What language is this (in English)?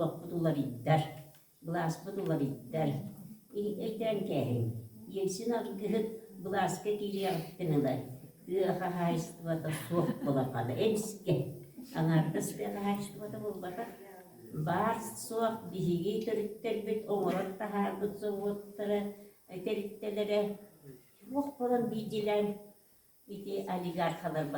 Yakut